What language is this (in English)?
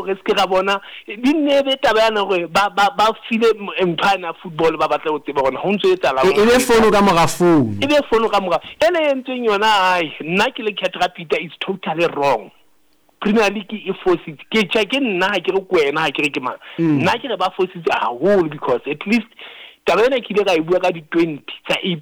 Southern Sotho